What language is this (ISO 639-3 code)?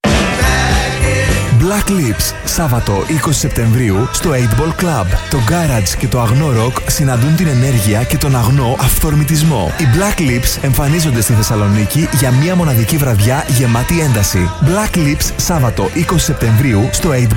ell